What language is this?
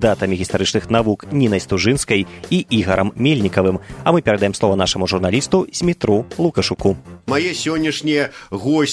Belarusian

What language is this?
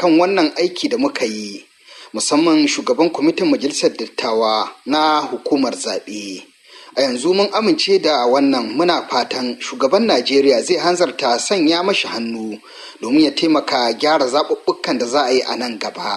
Hausa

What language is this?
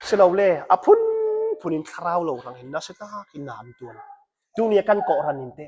Hakha Chin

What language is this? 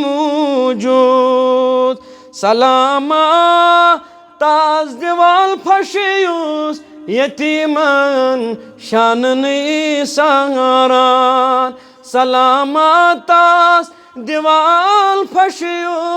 Kashmiri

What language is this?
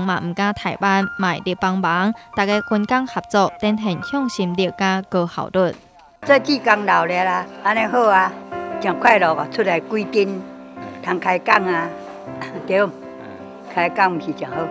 Min Nan Chinese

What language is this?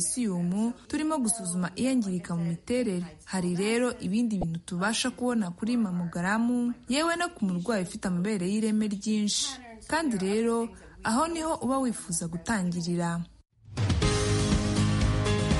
Kinyarwanda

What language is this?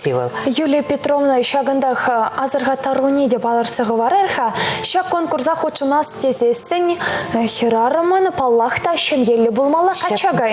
Chuvash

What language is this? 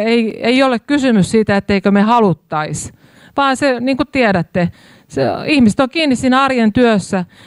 Finnish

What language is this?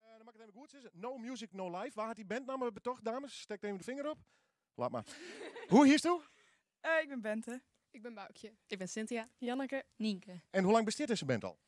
Western Frisian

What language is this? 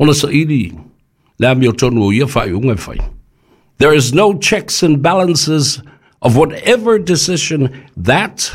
Samoan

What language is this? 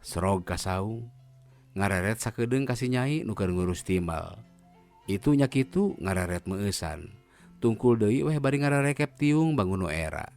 Sundanese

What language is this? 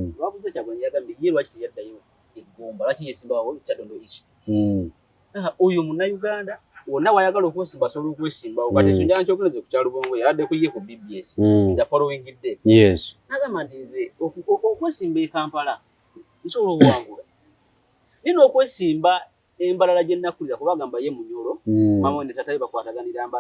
Ganda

